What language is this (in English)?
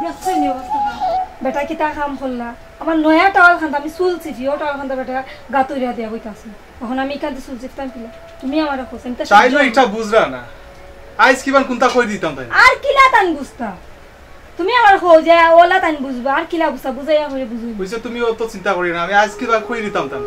Sylheti